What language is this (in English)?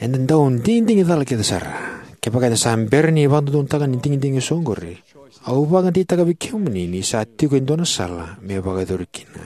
Fijian